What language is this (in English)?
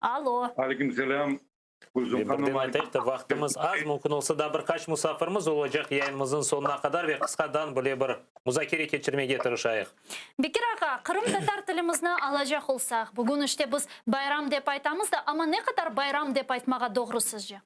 Crimean Tatar